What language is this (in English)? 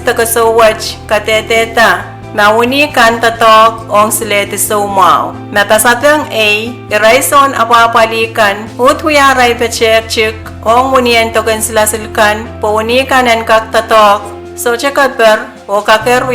Pohnpeian